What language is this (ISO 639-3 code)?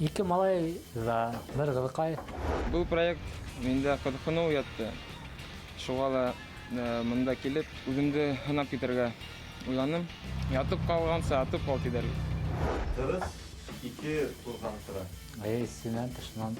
bak